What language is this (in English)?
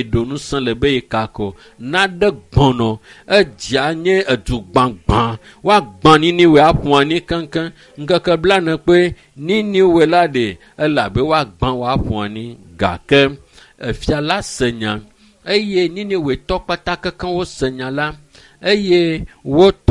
Ewe